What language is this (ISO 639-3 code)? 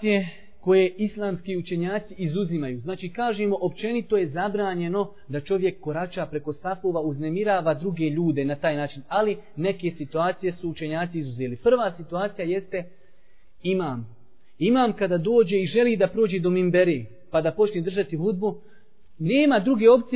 bos